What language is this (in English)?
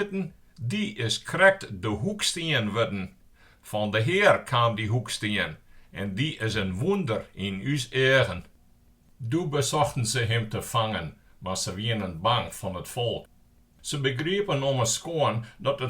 Western Frisian